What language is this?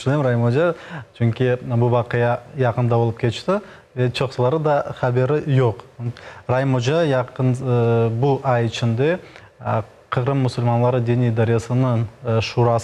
Crimean Tatar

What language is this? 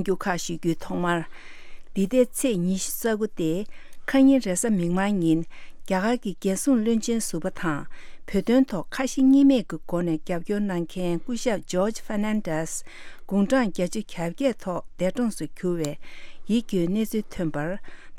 Tibetan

